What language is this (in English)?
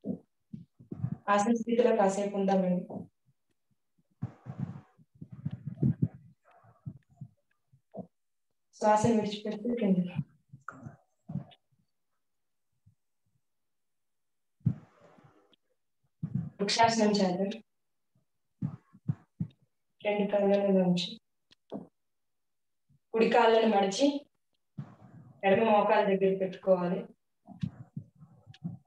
Telugu